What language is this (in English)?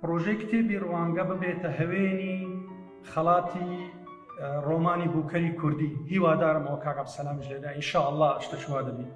Central Kurdish